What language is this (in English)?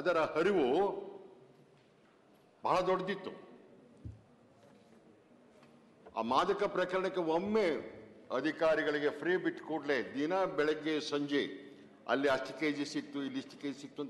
Kannada